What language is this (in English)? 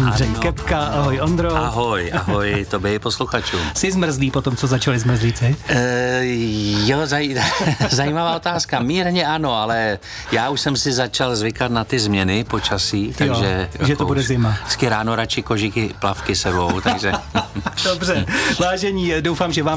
Czech